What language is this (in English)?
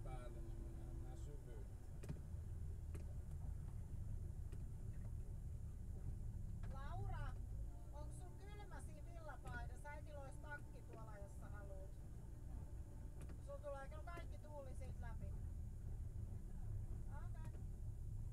Finnish